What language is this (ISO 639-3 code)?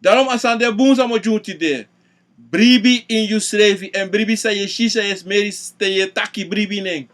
srn